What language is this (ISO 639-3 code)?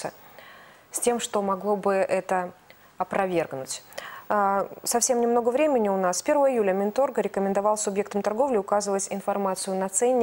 rus